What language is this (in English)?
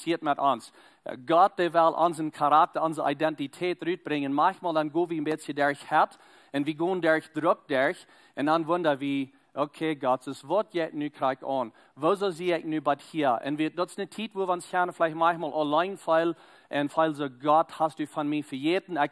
Plautdietsch